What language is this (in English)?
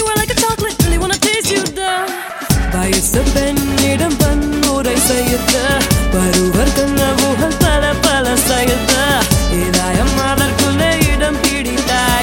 Tamil